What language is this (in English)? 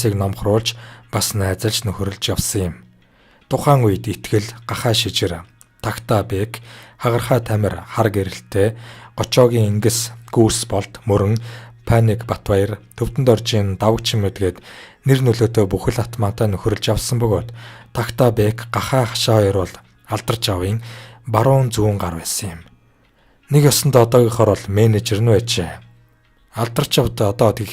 Mongolian